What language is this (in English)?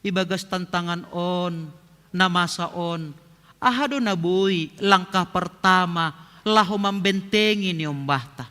Batak Simalungun